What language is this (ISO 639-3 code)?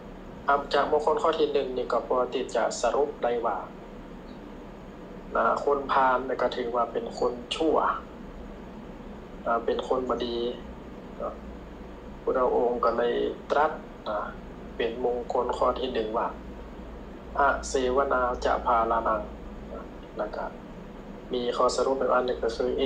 tha